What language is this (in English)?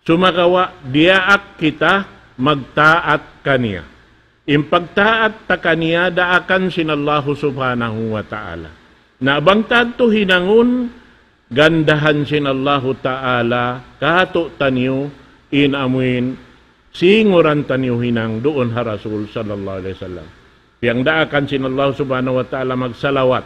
Tausug